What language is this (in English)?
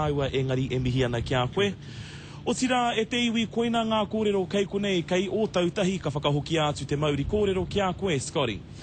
Māori